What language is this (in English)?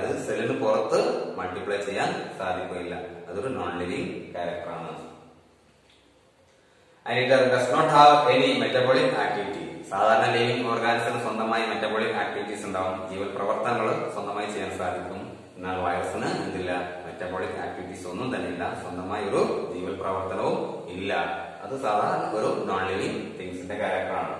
Malayalam